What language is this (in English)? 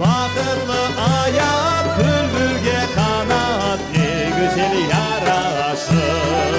Crimean Tatar